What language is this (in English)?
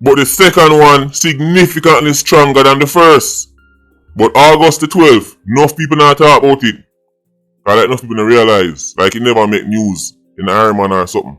Jamaican Creole English